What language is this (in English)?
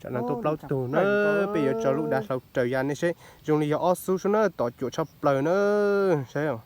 Hmong